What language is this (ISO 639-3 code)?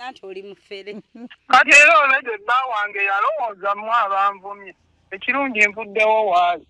lug